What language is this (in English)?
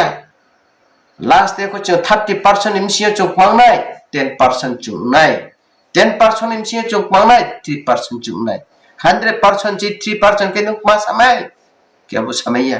Riang (India)